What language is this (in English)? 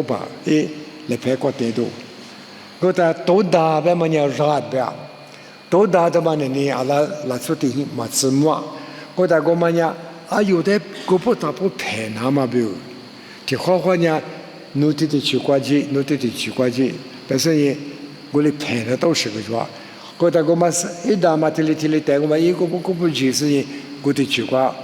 Lisu